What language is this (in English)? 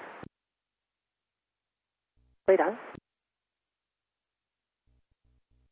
English